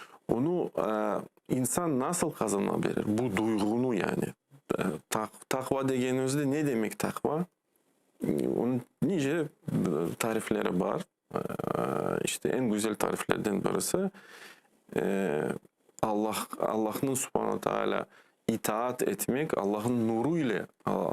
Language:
Crimean Tatar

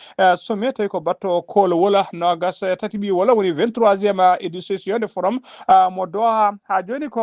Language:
Fula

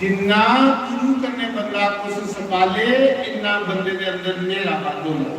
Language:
Dogri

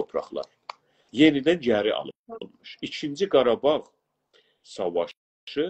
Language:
South Azerbaijani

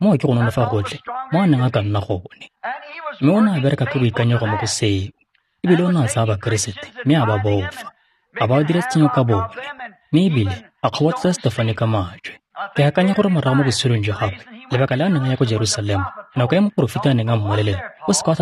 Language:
Tswana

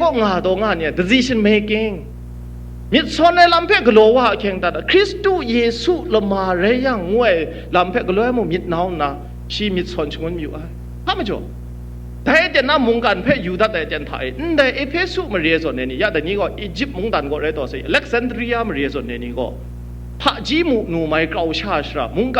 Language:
Kachin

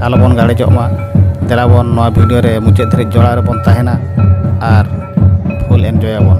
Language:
Santali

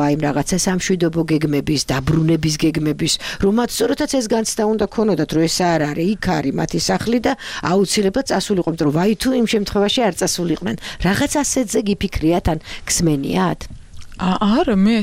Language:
Georgian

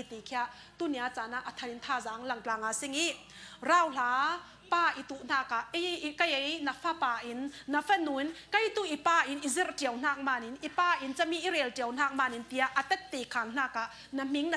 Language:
Falam Chin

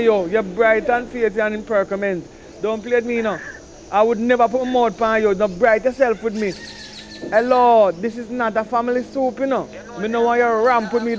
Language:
Jamaican Creole English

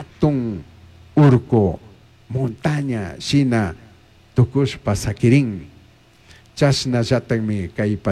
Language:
Chimborazo Highland Quichua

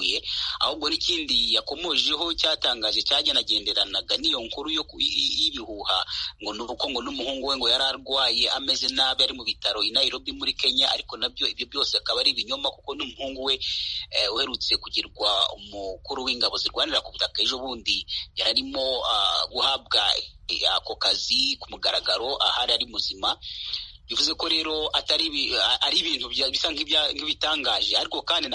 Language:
Kinyarwanda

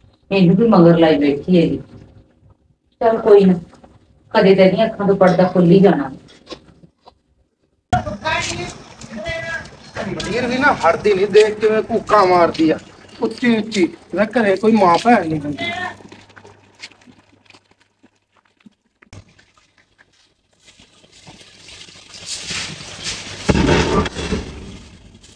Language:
Punjabi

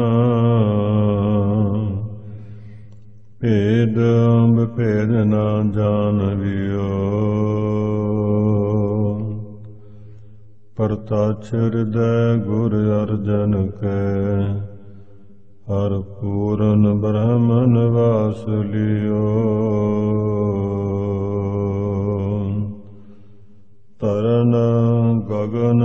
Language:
Punjabi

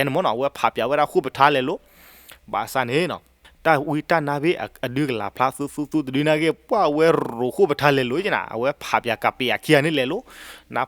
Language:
S'gaw Karen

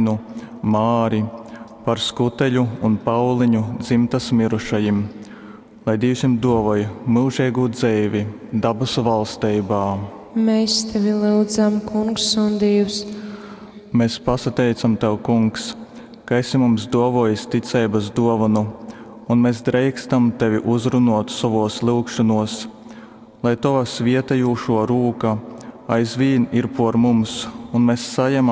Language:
Latgalian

